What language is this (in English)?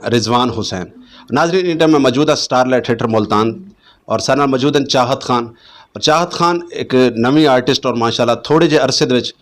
Saraiki